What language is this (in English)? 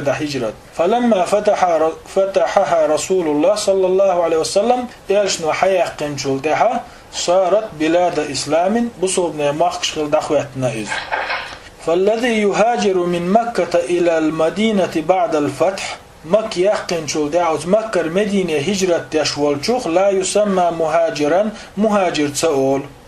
Chechen